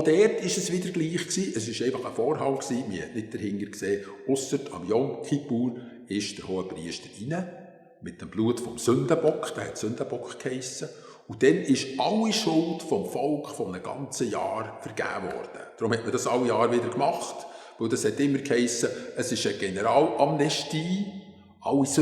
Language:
Swiss German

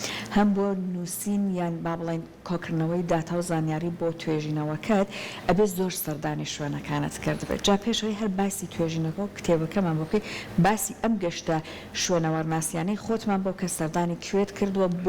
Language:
Central Kurdish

